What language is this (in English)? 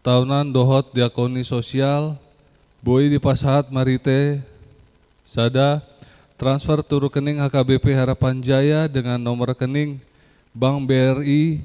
Batak Toba